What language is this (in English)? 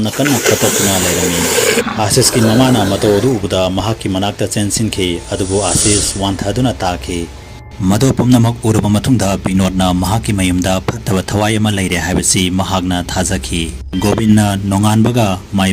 Manipuri